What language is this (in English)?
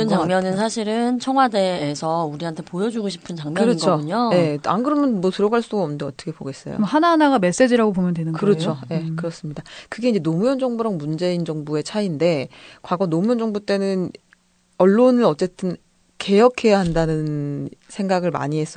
Korean